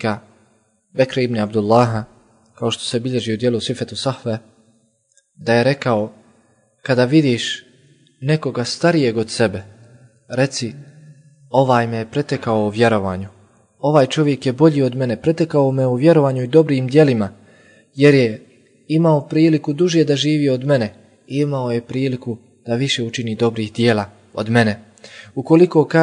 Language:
Bosnian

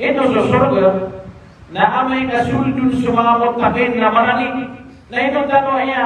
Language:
Maranao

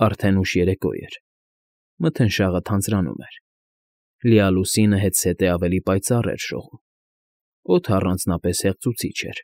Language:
Armenian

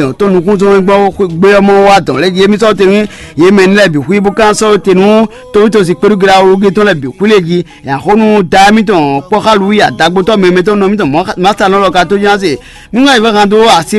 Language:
Fon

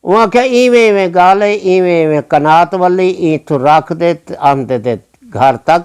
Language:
Saraiki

